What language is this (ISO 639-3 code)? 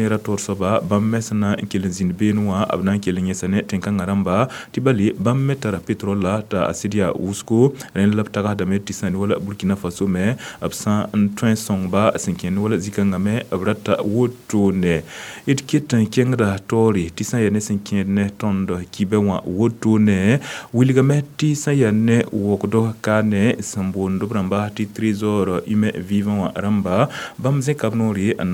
mos